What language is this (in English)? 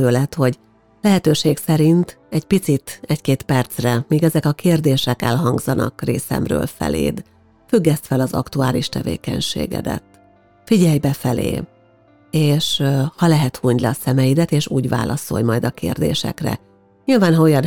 Hungarian